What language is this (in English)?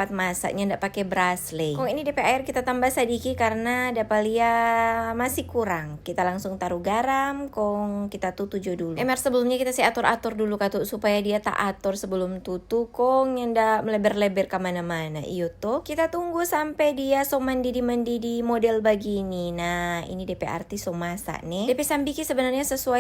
Manado Malay